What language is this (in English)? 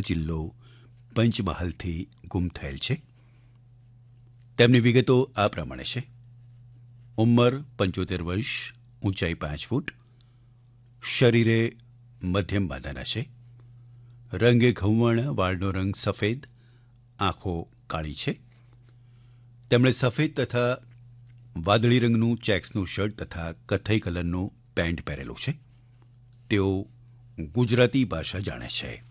Gujarati